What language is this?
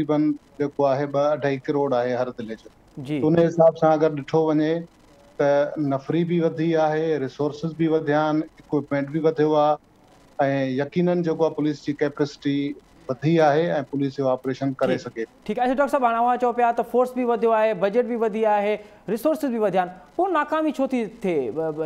Sindhi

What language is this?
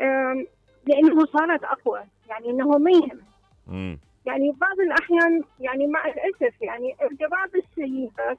Mesopotamian Arabic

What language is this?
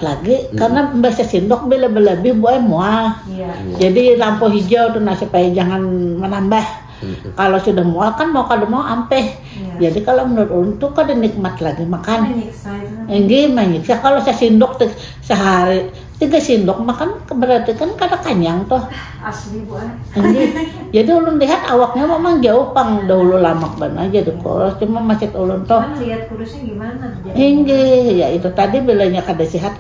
Banjar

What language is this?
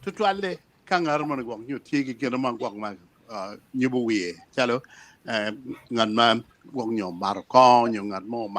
Acoli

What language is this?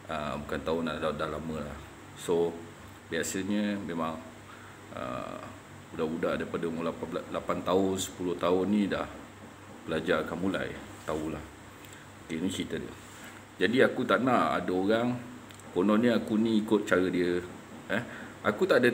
Malay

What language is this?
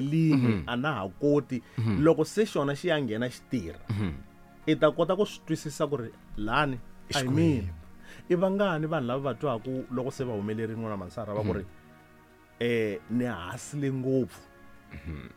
Tsonga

